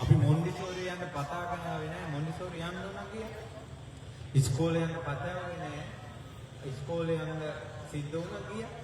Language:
Sinhala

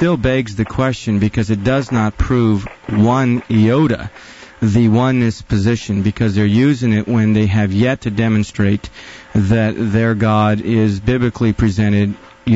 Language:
English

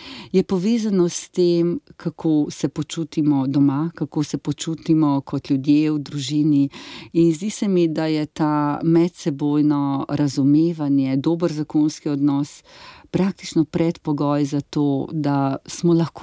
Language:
Slovenian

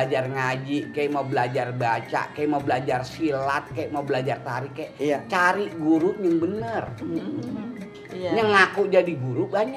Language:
Betawi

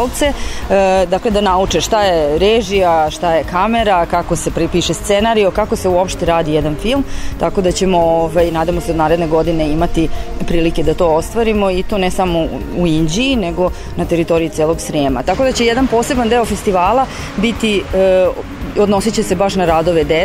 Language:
Serbian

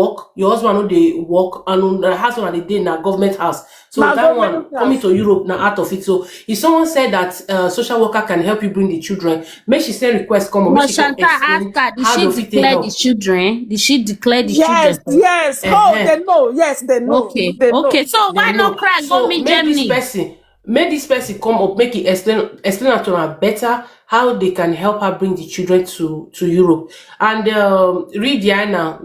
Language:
Nigerian Pidgin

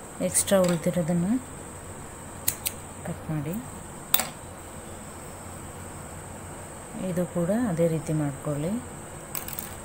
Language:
Kannada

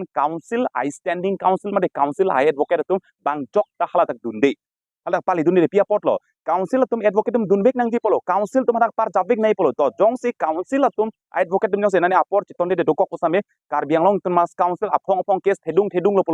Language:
Karbi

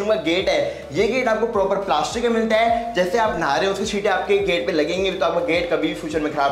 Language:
Hindi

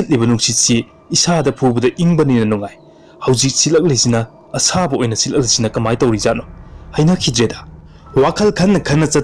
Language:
Manipuri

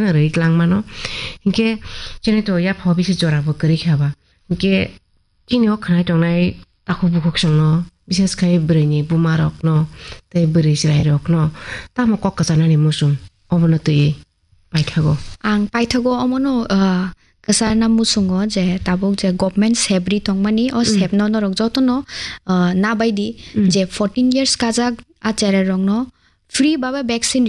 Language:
Kok Borok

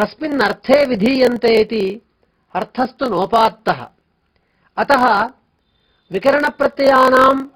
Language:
Sanskrit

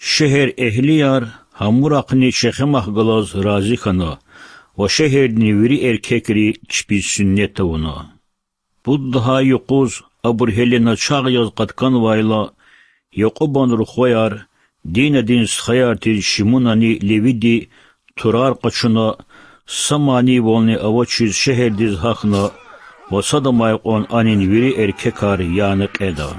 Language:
Lezghian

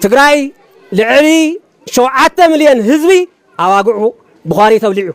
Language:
Tigrinya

